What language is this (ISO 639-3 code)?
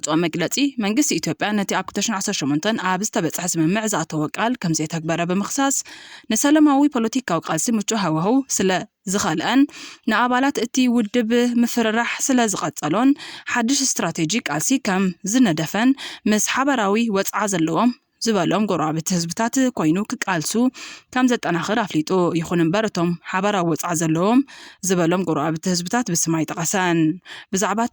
tir